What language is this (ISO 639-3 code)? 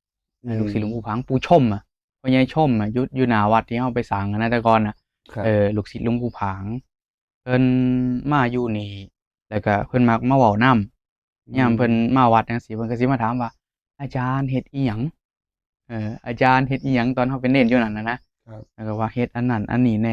tts